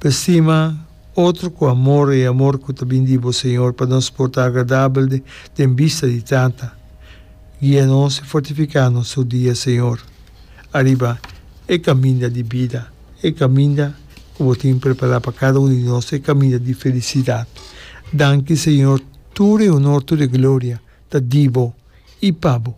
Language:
Papiamento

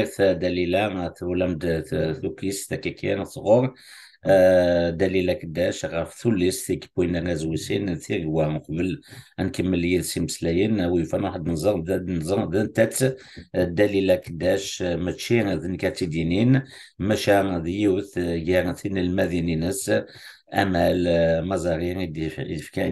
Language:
Kabyle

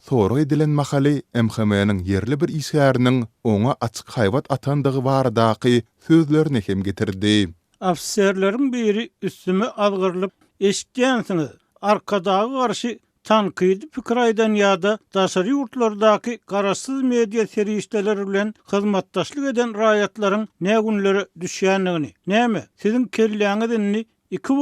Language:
Turkmen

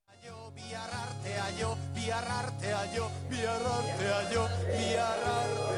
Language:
Basque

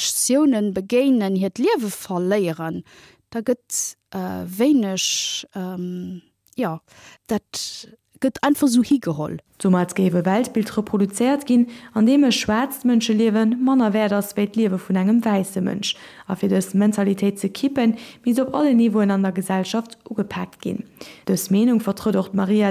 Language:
Luxembourgish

